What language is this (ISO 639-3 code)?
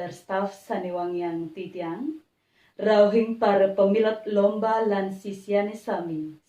ban